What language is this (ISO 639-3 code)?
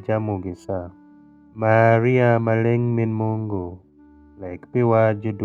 alz